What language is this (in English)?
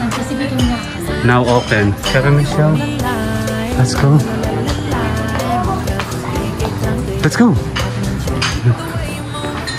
Filipino